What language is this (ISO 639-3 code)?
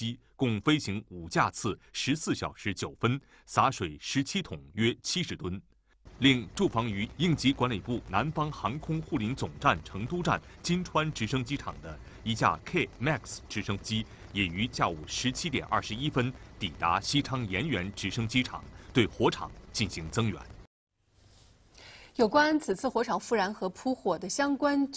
zho